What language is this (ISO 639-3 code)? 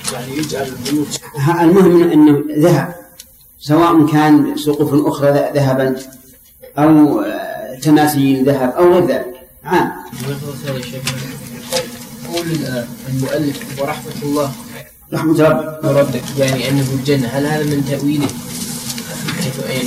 ara